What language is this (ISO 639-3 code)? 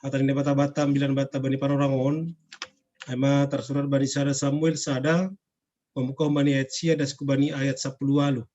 bts